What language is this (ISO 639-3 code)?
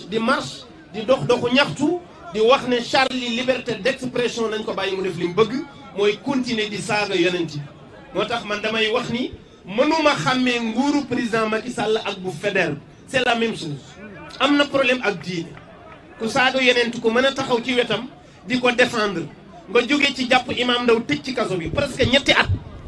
wol